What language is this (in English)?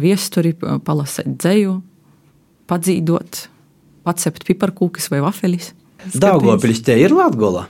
Latvian